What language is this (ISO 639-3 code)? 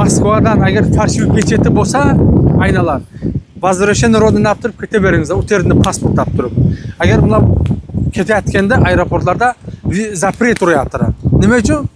uzb